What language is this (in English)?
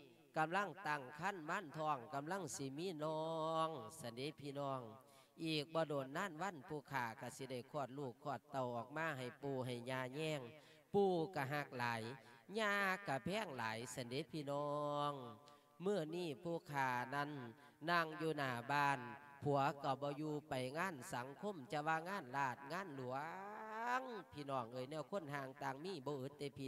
Lao